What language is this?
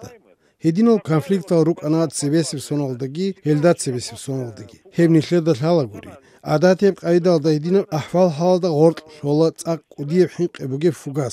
Avaric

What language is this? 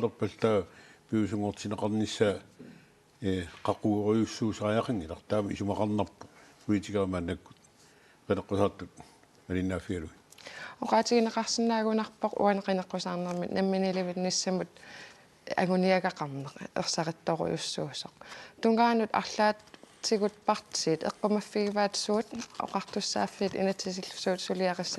Kalaallisut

